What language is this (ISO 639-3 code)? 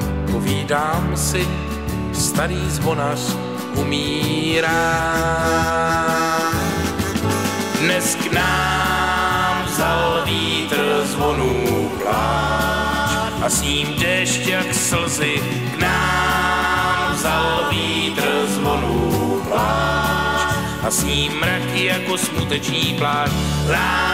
ces